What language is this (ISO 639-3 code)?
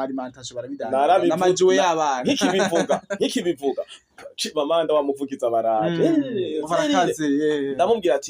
run